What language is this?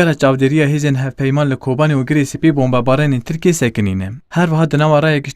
Kurdish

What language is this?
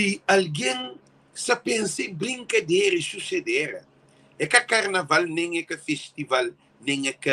Kabuverdianu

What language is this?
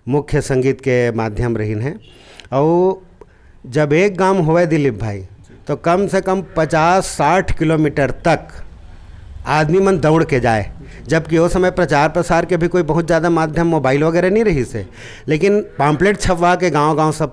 Chhattisgarhi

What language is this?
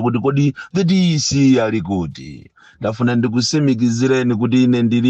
Nyanja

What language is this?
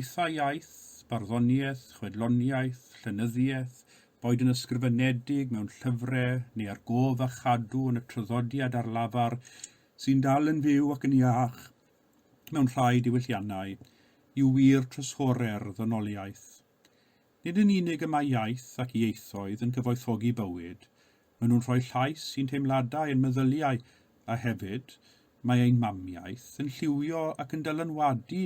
Welsh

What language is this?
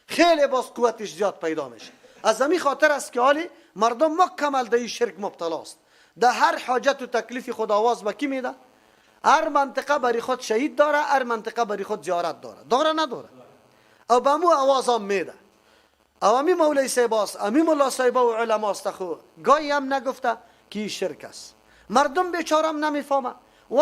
Persian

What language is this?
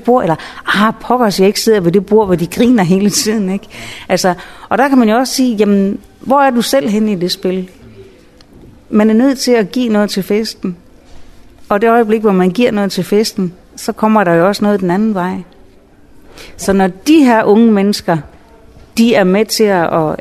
Danish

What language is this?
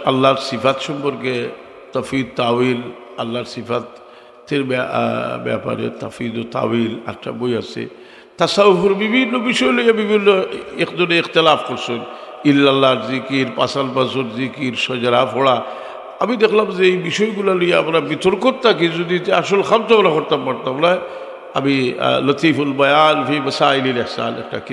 Sylheti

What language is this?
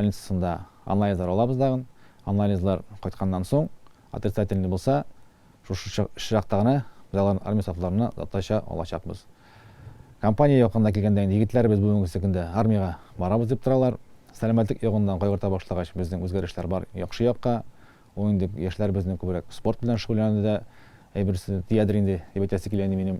Tatar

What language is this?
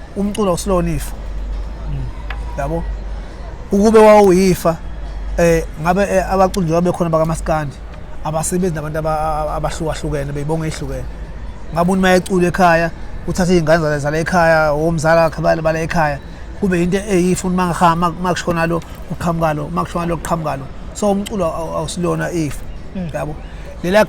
Zulu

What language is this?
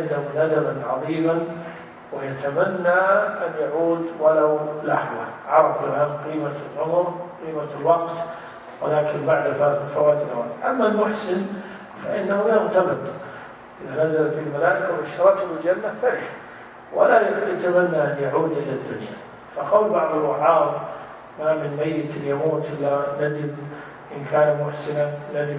Arabic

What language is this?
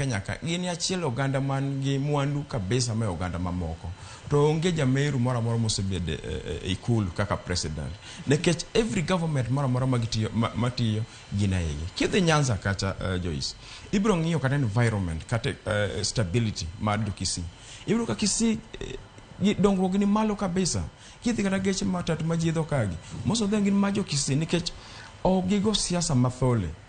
Luo (Kenya and Tanzania)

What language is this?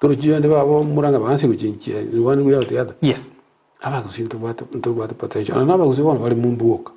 Gusii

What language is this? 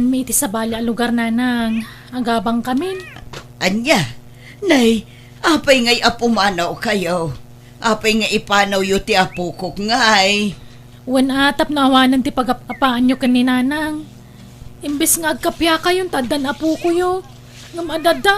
Iloko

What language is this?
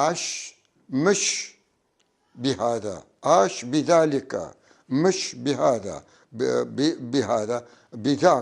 North Levantine Arabic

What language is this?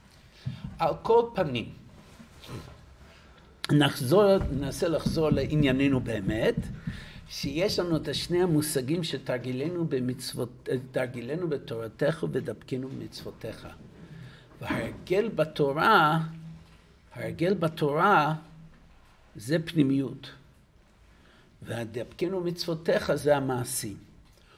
Hebrew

